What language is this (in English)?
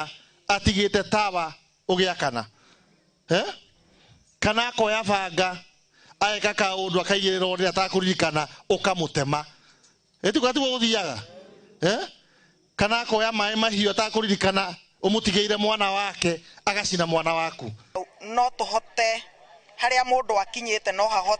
Kikuyu